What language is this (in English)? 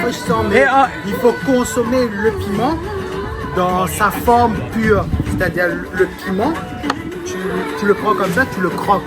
Réunion Creole French